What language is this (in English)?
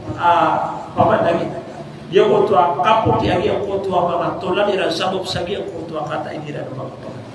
Maranao